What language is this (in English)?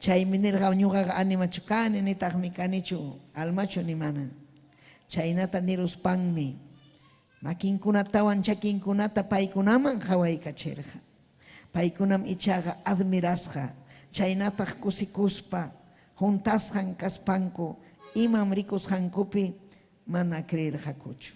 Ayacucho Quechua